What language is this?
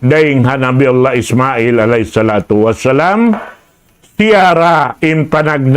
Tausug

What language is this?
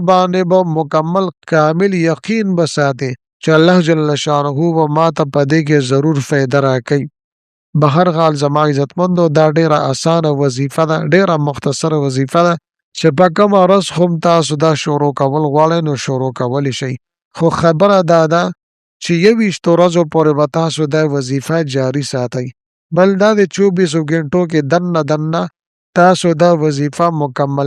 Pashto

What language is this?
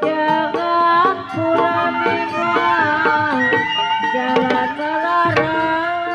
Betawi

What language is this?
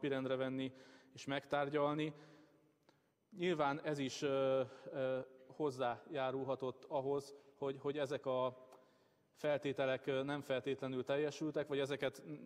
Hungarian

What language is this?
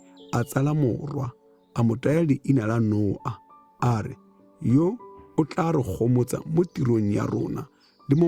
Tswana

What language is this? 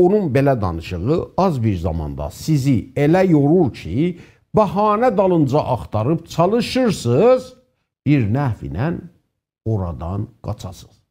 South Azerbaijani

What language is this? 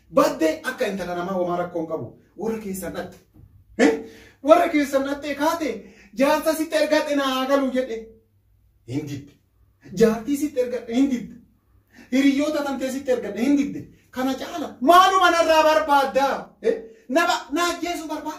Oromo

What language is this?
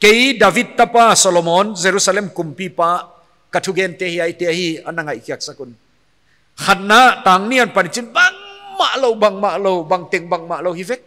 Paite Chin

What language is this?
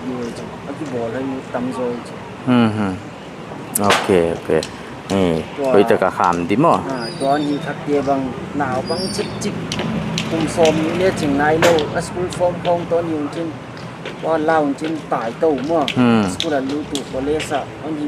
Paite Chin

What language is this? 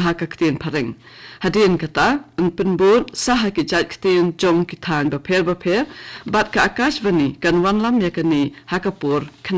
Khasi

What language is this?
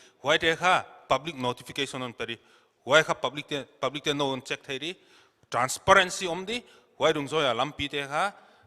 Paite Chin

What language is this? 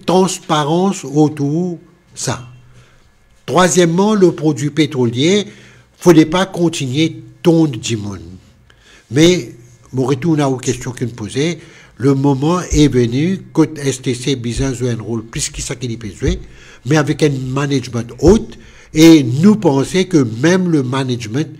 Morisyen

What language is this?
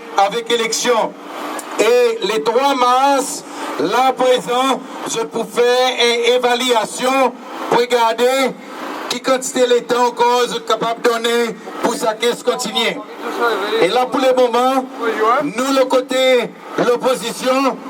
Seselwa Creole French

